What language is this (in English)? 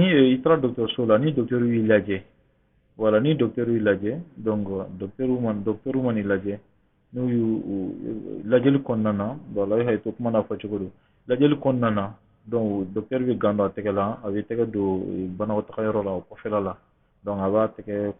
Bambara